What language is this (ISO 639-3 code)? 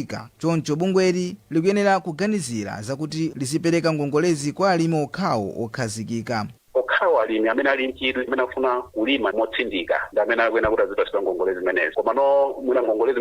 nya